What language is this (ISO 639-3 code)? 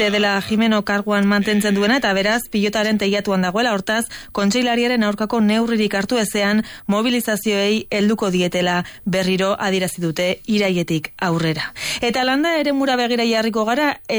eus